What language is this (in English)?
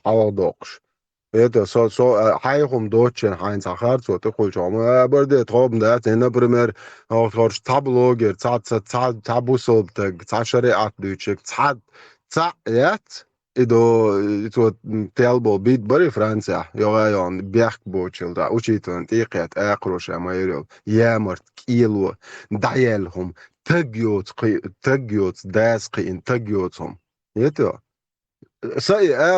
Chechen